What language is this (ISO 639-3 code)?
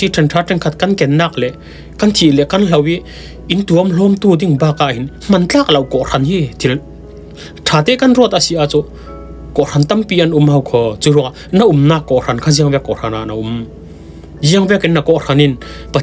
cfm